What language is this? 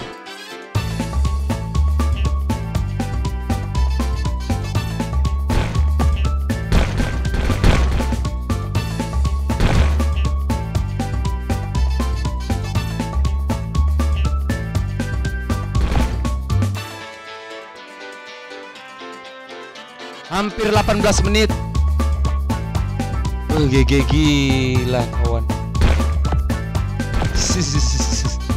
Indonesian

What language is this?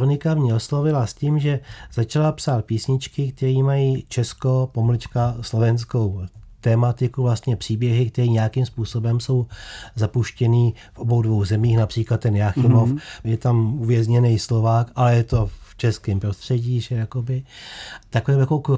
Czech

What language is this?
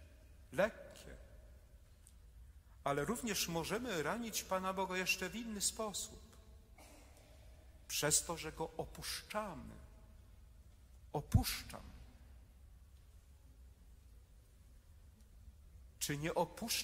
Polish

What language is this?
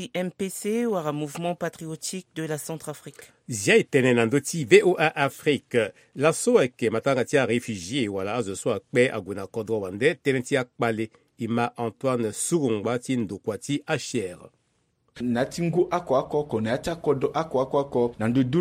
Sango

